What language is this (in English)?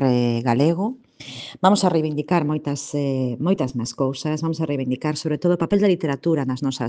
Galician